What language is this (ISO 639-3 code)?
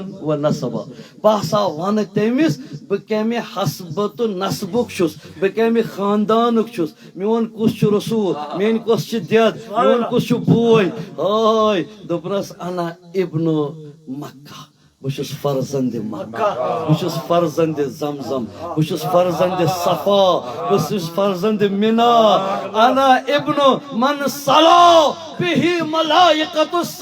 kas